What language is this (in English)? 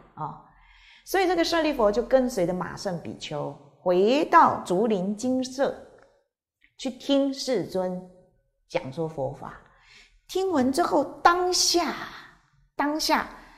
Chinese